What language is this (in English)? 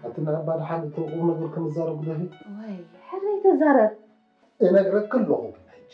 Tigrinya